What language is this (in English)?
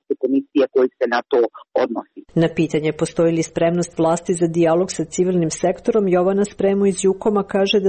Serbian